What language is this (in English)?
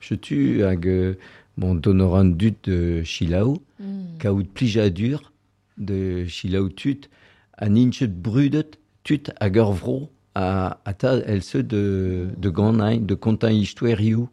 Breton